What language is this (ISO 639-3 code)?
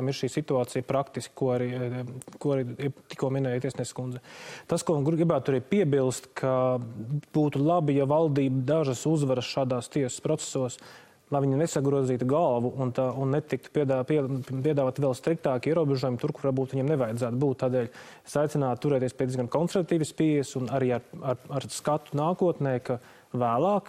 lav